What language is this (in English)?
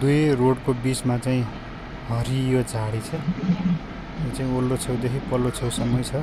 Nepali